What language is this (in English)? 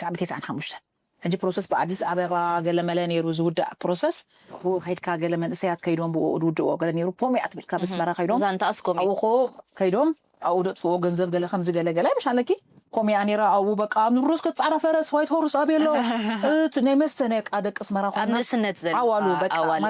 Tigrinya